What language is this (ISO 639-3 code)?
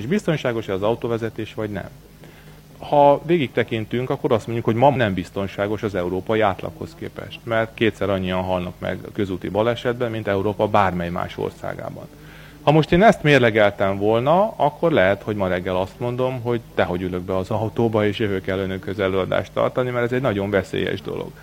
hun